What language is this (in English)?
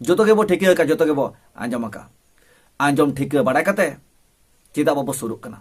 Santali